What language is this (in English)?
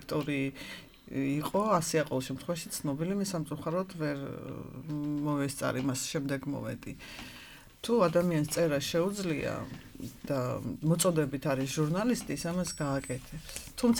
Georgian